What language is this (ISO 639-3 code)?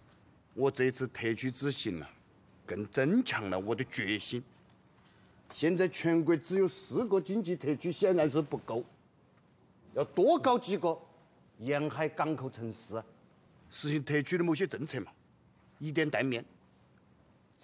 zho